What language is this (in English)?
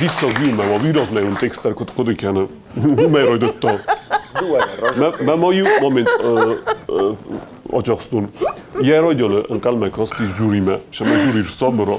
Ossetic